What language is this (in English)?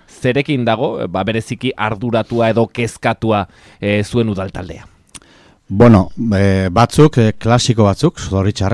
Basque